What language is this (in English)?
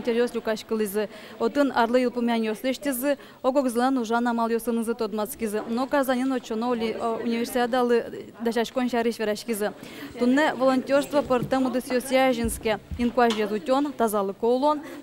Udmurt